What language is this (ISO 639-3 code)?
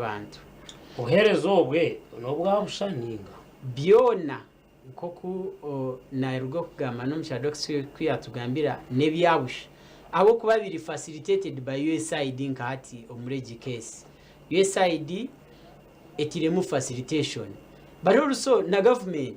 nyn